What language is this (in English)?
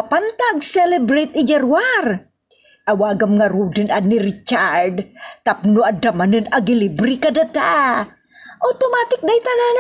Iloko